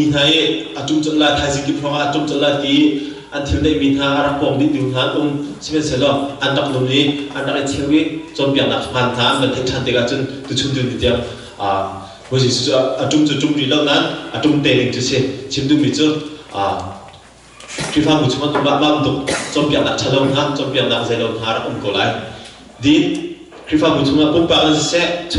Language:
Hakha Chin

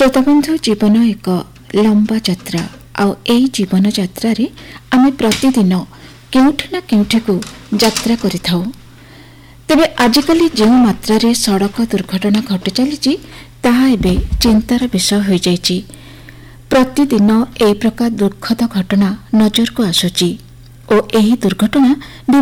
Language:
Odia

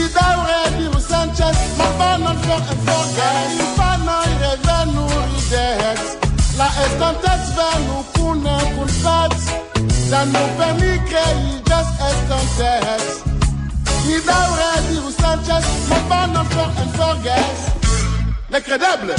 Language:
Esperanto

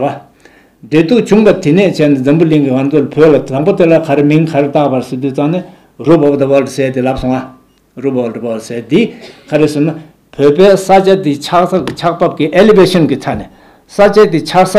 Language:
Tibetan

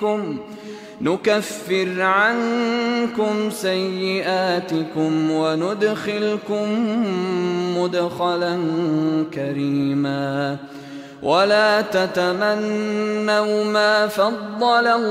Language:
Arabic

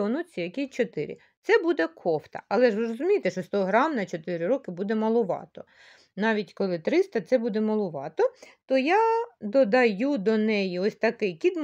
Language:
Ukrainian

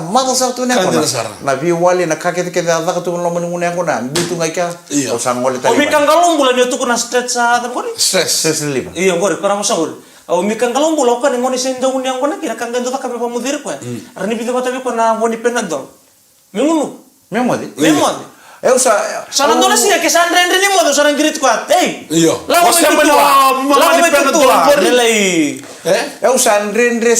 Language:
Fijian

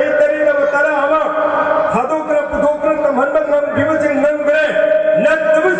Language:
Manipuri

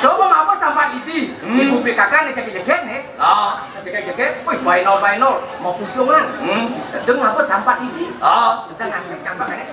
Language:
Balinese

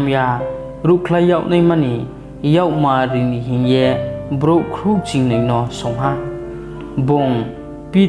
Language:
Riang (India)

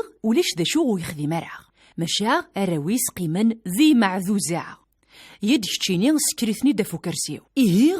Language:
Kabyle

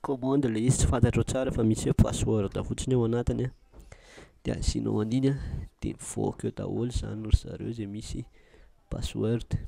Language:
Malagasy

